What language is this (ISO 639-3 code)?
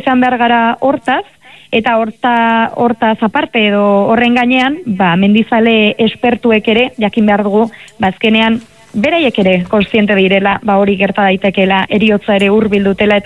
eus